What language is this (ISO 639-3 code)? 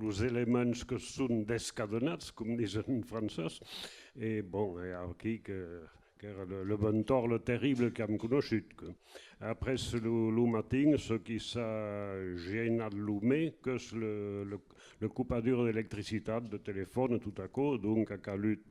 oci